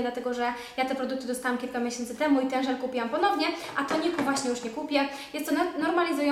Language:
Polish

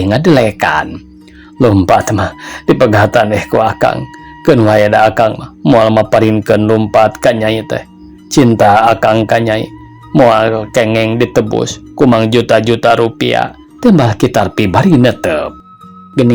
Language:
Sundanese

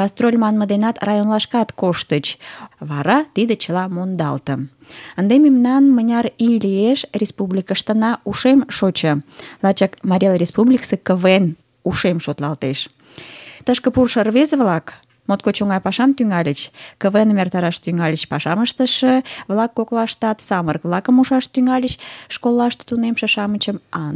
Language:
Mari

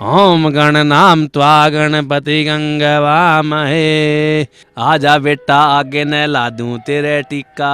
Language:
Haryanvi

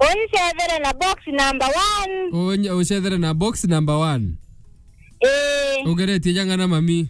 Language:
Meru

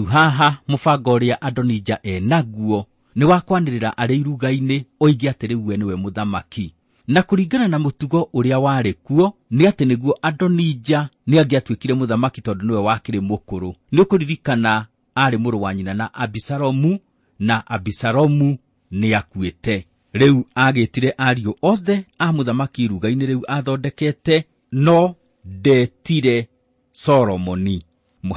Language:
Kikuyu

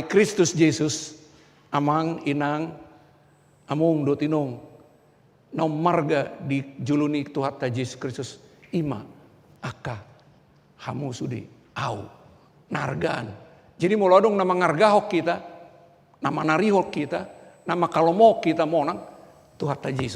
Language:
Batak Toba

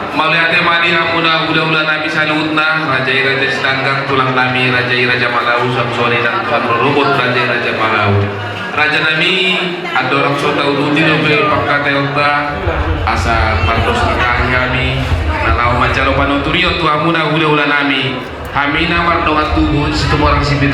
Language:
Batak Toba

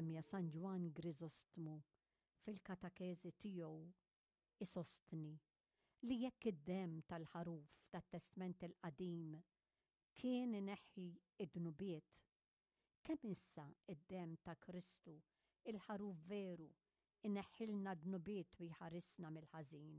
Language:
Maltese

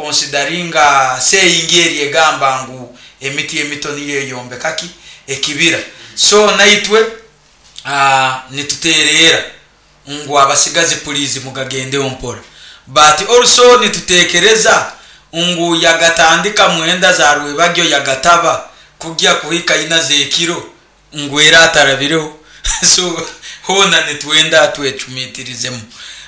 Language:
Nyoro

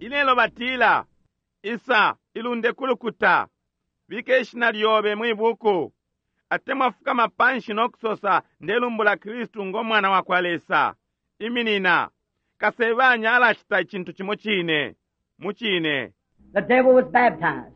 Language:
Bemba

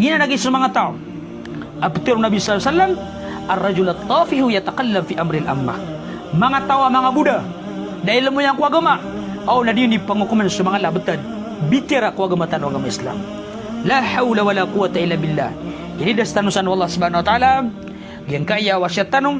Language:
Maranao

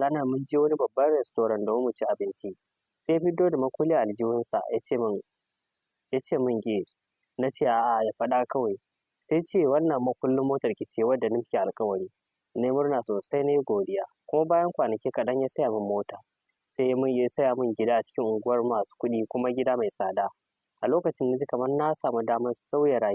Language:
Hausa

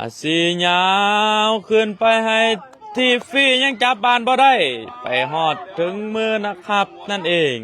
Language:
Lao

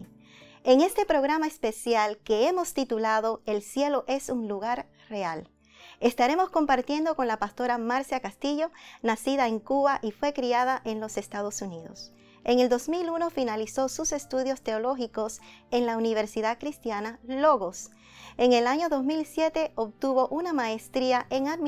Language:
Spanish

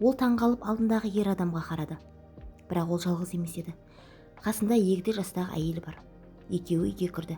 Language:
Kazakh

